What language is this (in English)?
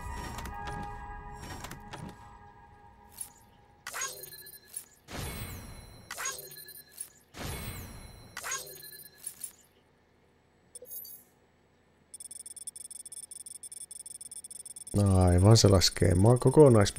Finnish